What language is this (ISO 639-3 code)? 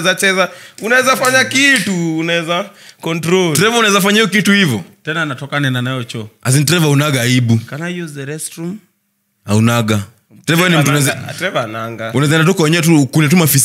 swa